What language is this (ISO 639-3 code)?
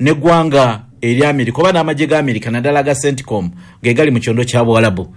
lug